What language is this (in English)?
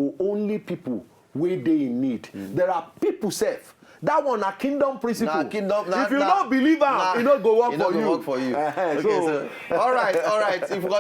Nigerian Pidgin